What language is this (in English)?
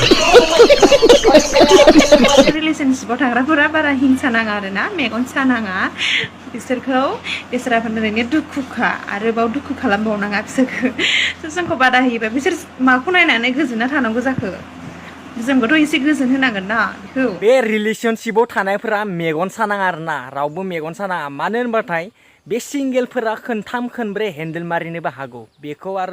Bodo